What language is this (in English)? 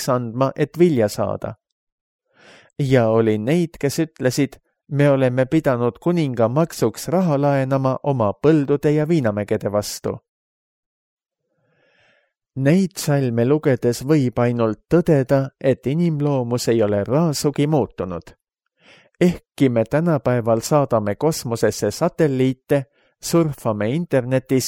Estonian